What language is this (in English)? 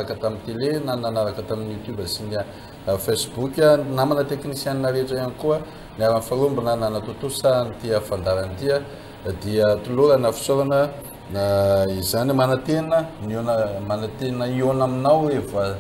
Malagasy